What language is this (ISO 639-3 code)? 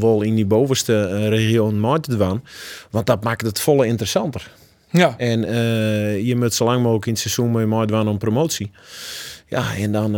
fry